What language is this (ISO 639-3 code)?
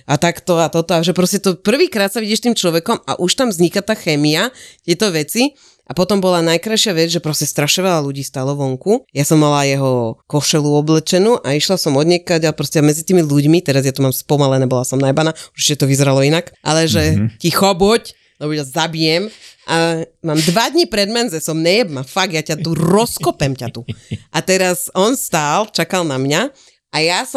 slk